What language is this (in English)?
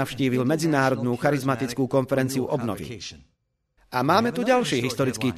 Slovak